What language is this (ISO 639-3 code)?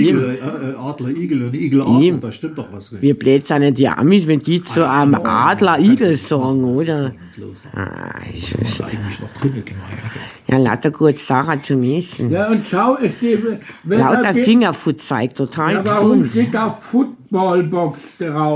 bar